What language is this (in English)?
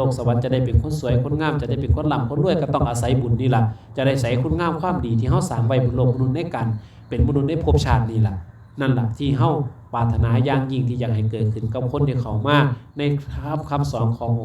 Lao